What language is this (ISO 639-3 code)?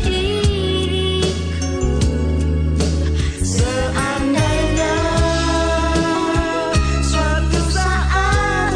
ind